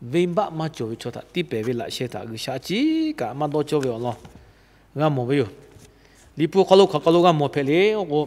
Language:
Lahu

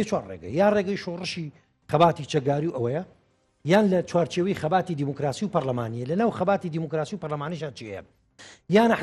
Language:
Central Kurdish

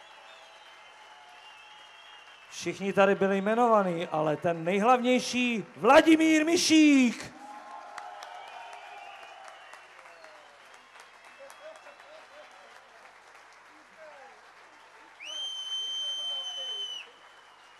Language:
Czech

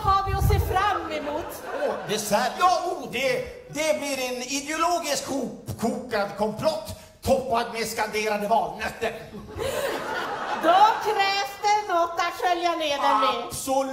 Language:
Swedish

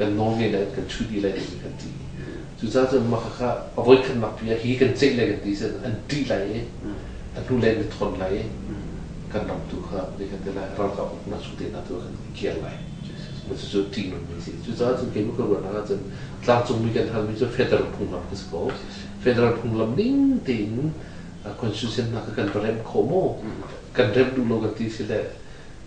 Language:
Hakha Chin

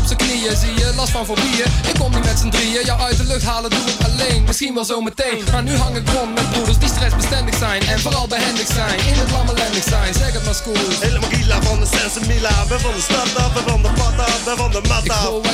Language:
Dutch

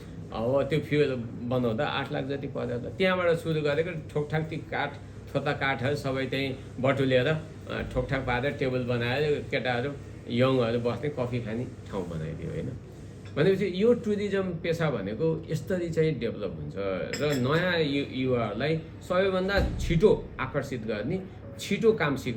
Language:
Nepali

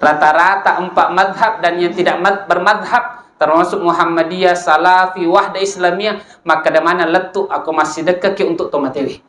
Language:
Buginese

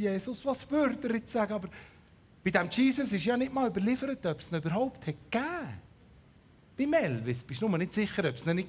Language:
Swiss German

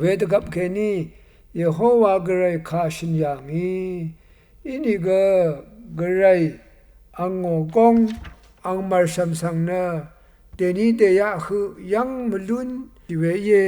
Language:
Rawang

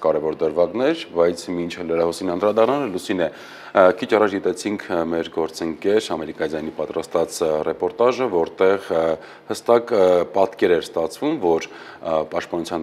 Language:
Armenian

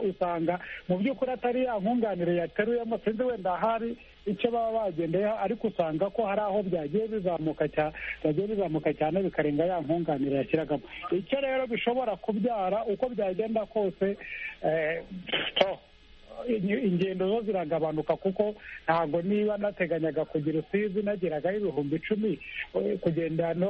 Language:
Kinyarwanda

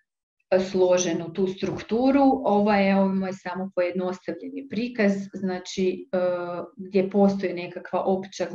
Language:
Croatian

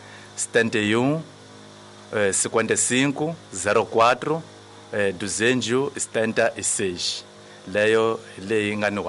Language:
Tsonga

